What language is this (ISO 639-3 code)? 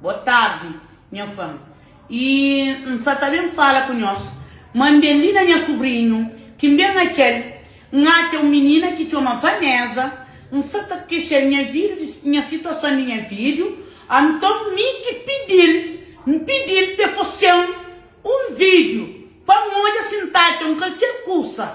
kea